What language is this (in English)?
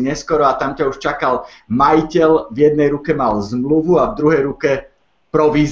Slovak